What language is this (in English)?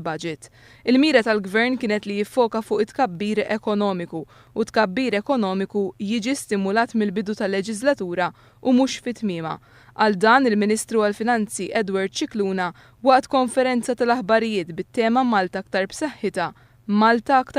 Maltese